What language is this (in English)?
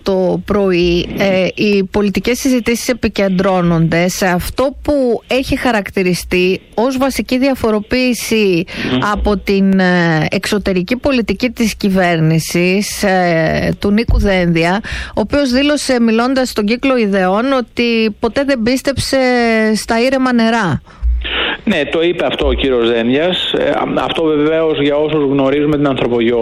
Greek